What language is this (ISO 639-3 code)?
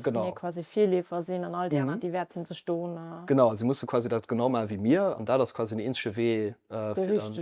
ltz